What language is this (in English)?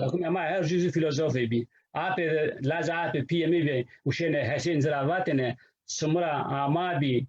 Zaza